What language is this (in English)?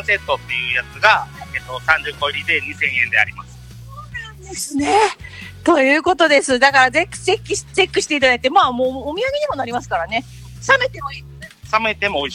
Japanese